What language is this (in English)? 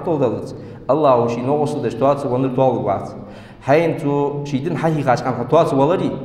Ingush